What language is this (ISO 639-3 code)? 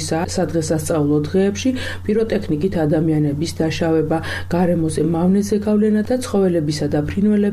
kat